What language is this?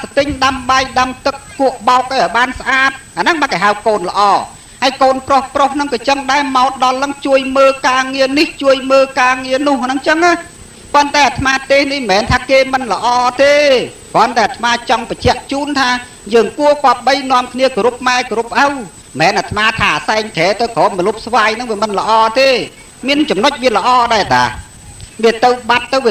Khmer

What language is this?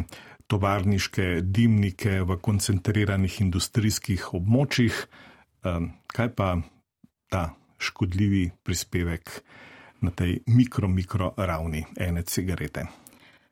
Slovenian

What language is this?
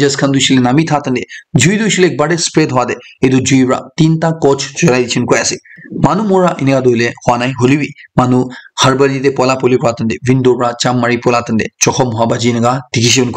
Naga Pidgin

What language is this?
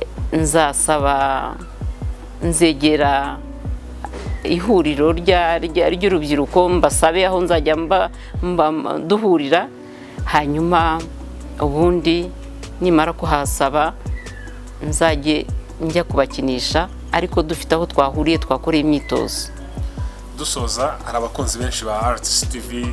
Kinyarwanda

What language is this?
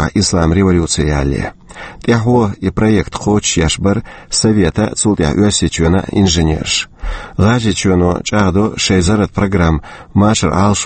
Chechen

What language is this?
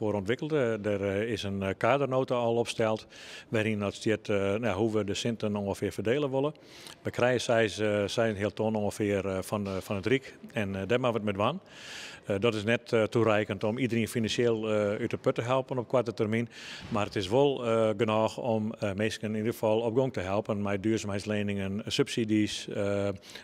Western Frisian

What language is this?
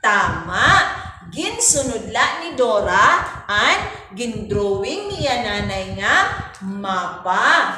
Waray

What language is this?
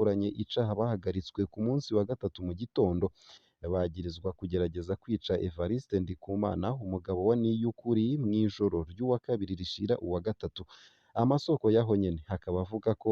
Rundi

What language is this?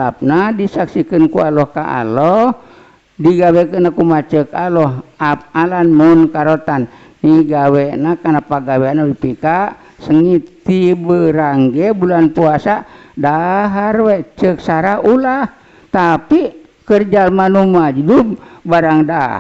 Sundanese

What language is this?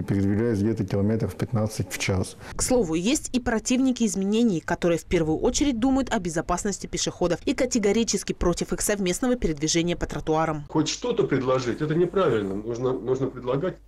Russian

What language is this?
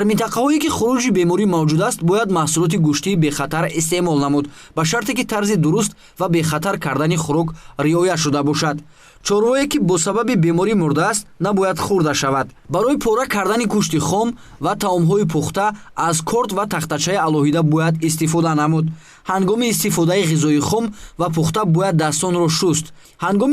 Tajik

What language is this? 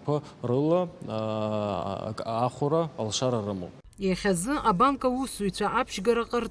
Abkhazian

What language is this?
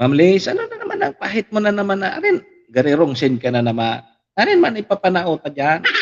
Bikol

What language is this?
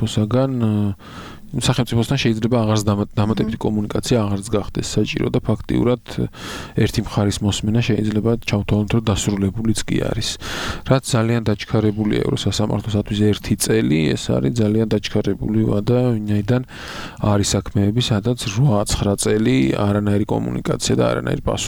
Georgian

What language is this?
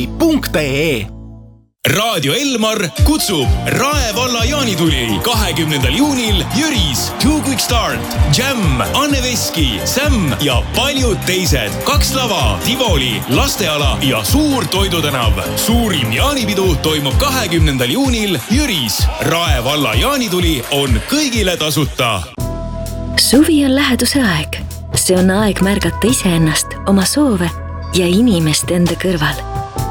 Estonian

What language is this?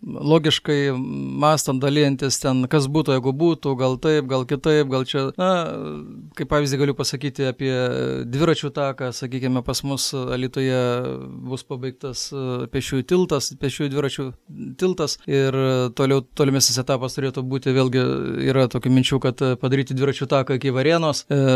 Lithuanian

